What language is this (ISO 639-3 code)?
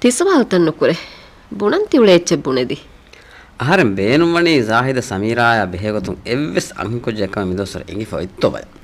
div